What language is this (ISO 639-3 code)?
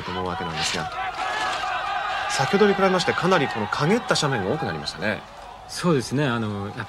jpn